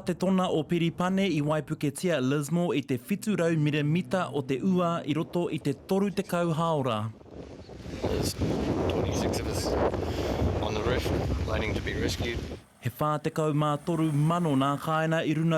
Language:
Māori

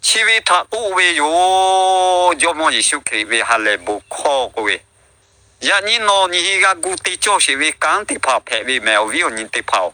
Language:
Lahu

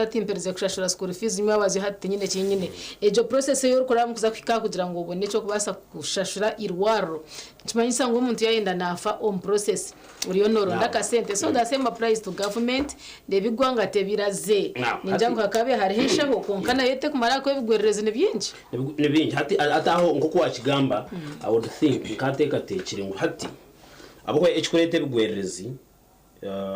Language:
Nyankole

